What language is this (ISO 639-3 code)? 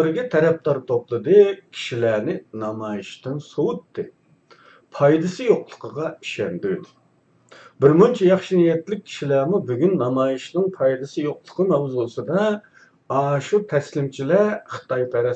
uig